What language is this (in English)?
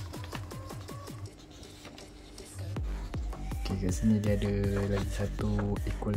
Malay